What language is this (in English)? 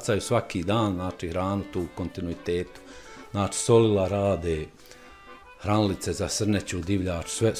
Bosnian